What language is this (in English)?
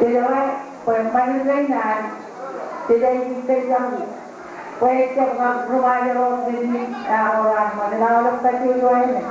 Marshallese